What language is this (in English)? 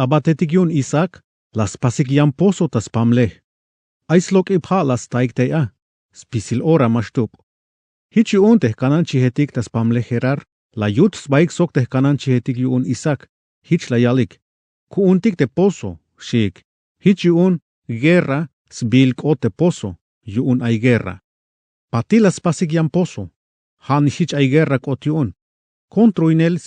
Tzeltal